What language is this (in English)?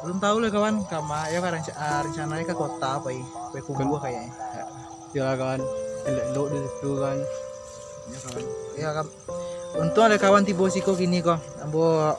Minangkabau